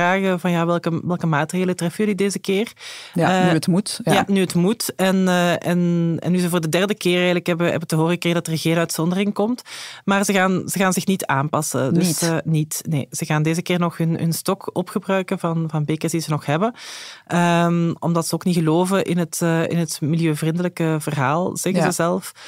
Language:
Dutch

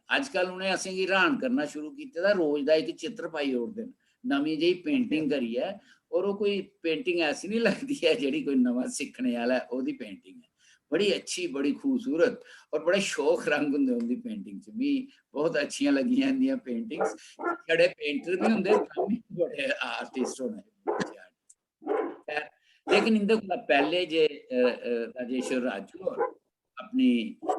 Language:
Dogri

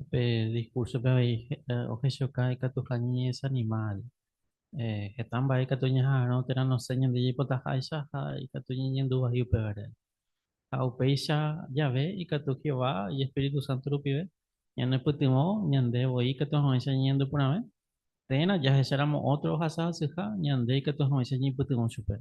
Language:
Guarani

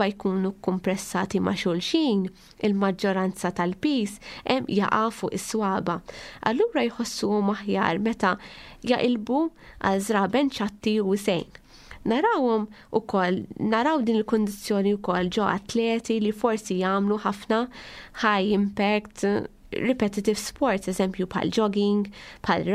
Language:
Maltese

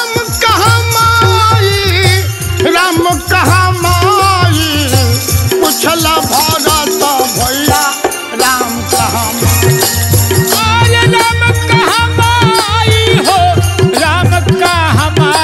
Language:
Bhojpuri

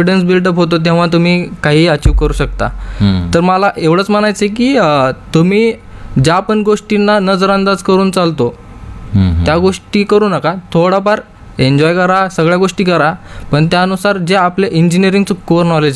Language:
Marathi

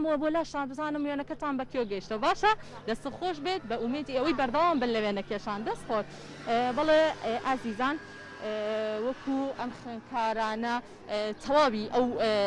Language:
Central Kurdish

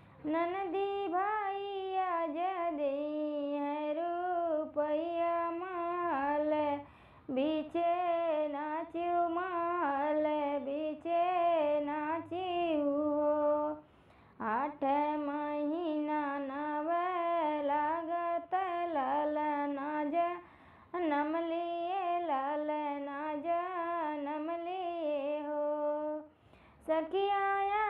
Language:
Bhojpuri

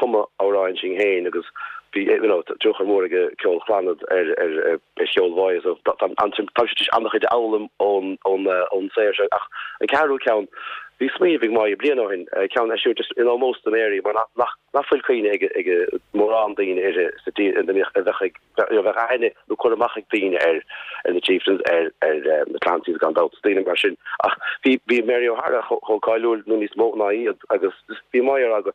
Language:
Irish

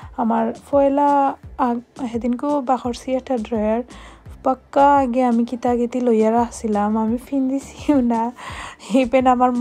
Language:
Sylheti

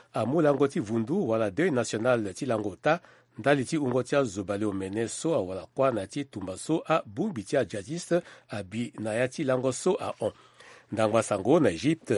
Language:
Sango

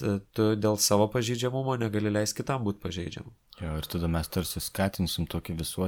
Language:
Lithuanian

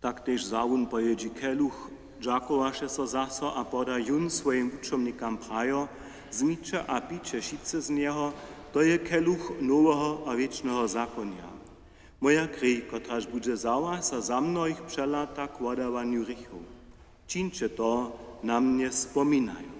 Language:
Upper Sorbian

